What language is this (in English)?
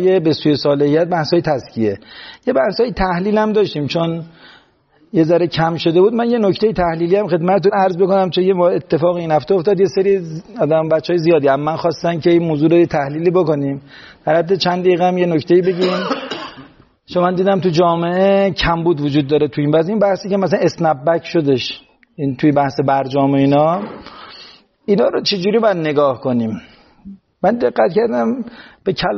Persian